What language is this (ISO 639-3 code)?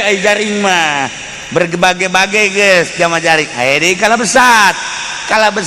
sun